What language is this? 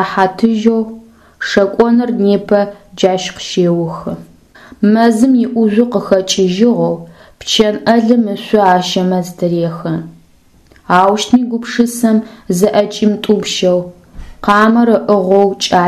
Adyghe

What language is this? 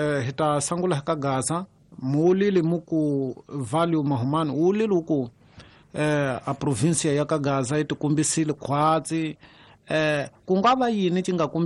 Tsonga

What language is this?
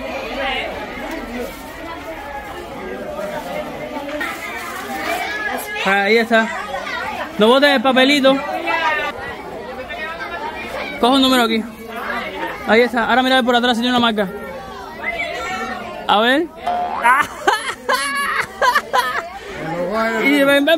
Spanish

